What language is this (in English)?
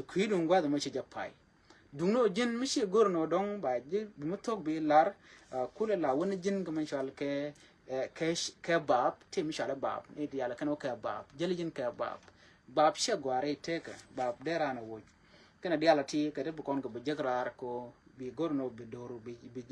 Nuer